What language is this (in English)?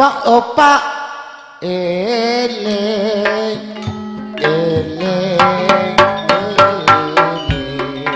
Madurese